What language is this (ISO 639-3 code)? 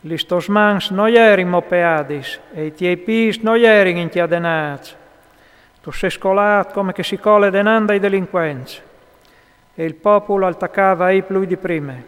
fur